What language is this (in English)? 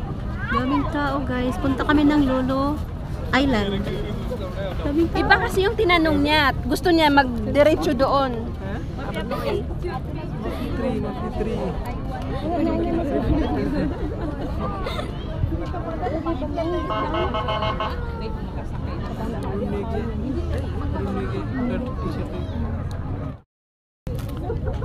Filipino